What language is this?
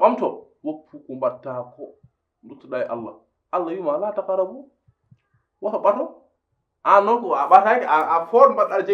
Fula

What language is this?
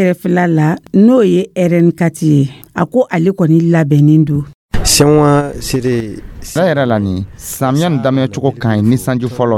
Dyula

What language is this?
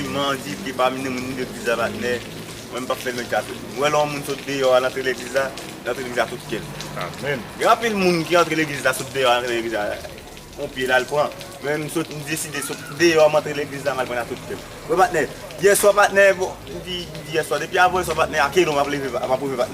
Haitian Creole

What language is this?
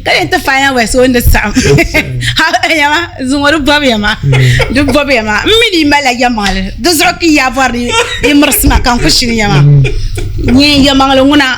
Dagbani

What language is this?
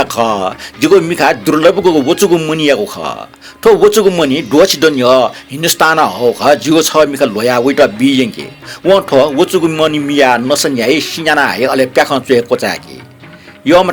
Newari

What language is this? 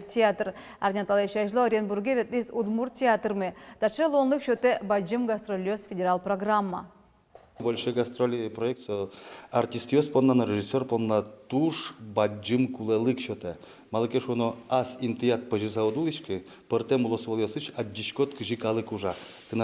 Udmurt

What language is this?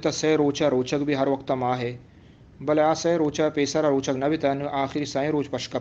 Eastern Balochi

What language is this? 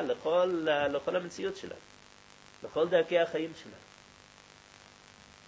Hebrew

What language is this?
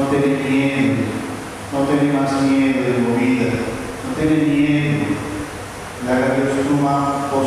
Papiamento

